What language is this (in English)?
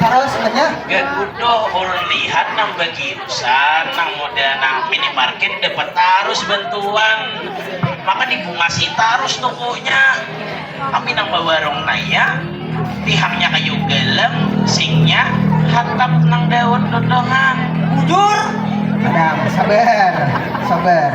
Banjar